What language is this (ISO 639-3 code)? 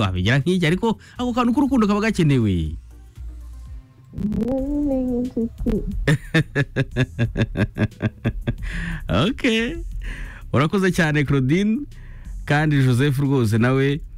kin